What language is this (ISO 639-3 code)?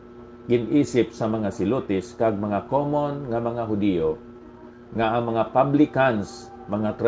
hil